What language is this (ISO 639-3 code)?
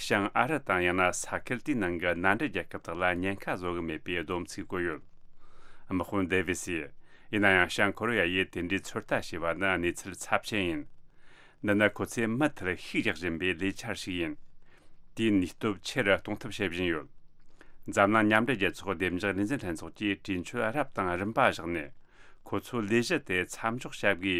bod